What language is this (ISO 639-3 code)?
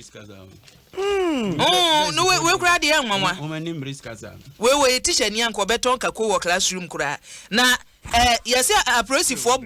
aka